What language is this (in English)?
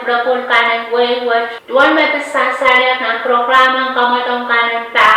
Pohnpeian